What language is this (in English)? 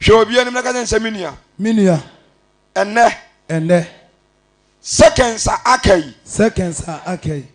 Akan